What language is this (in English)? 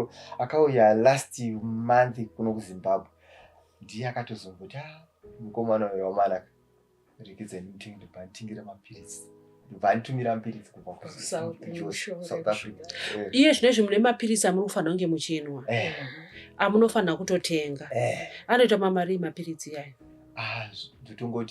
Shona